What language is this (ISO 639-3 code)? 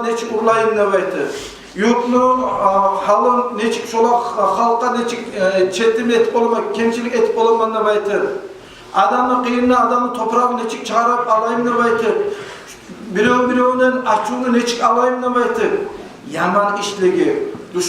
kum